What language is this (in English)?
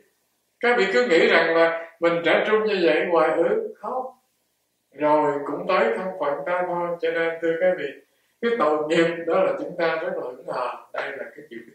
Vietnamese